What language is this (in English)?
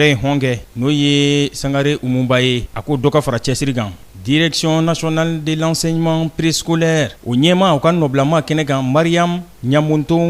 Bambara